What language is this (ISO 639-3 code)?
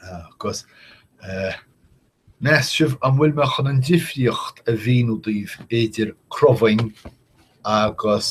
gle